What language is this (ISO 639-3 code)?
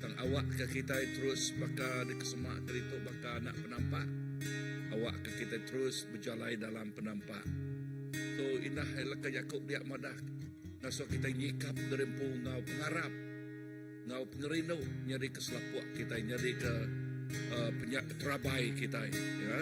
iba